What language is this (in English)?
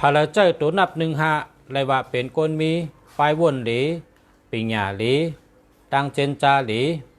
Shan